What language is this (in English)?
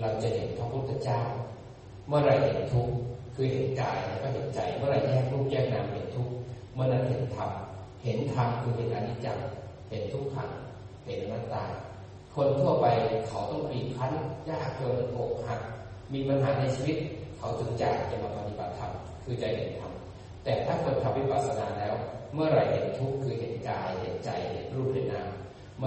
Thai